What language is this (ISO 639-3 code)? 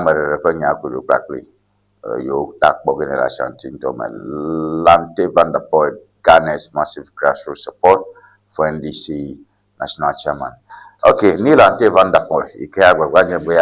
ewe